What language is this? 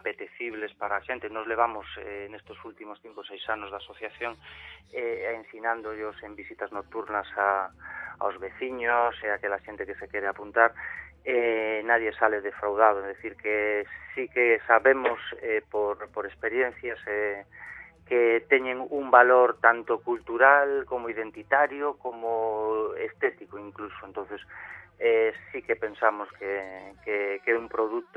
Galician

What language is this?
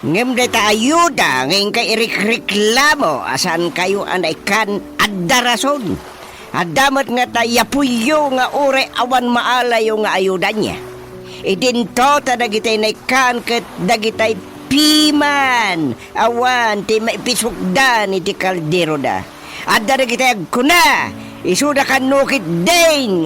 Iloko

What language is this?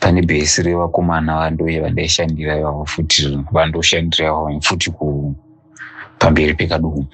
Shona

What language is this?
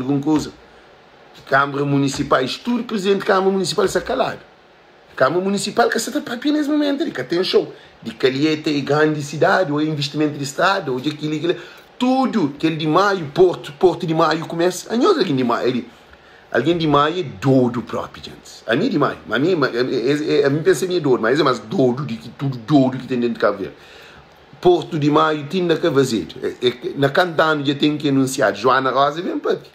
Kabuverdianu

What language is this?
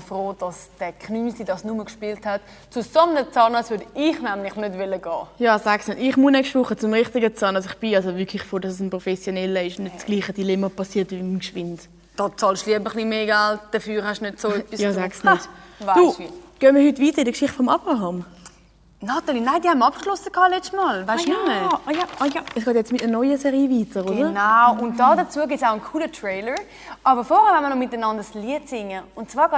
Swiss German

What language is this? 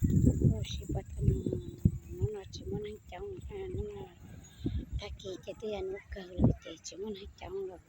Hmong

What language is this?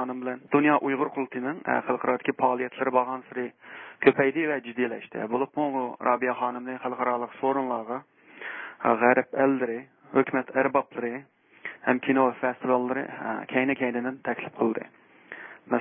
Uyghur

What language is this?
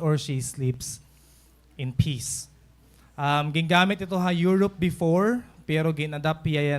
Waray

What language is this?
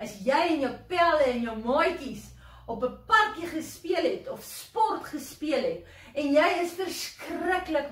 Afrikaans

